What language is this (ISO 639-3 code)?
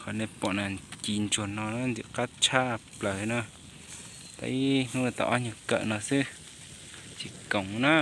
hmn